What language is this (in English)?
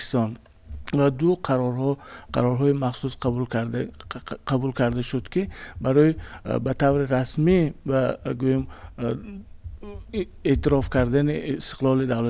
Tajik